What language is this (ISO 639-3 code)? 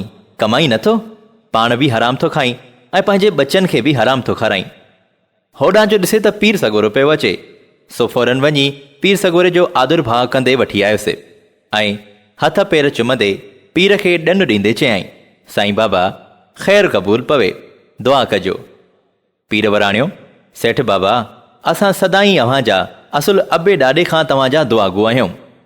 snd